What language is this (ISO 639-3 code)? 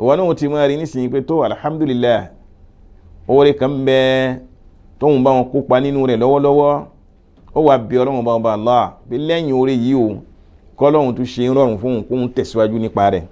yor